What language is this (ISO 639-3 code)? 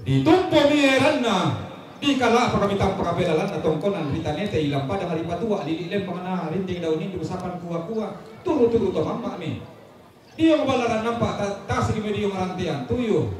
sda